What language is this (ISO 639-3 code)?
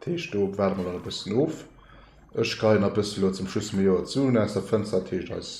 ltz